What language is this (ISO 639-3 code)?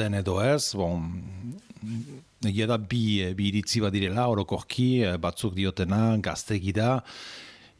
eus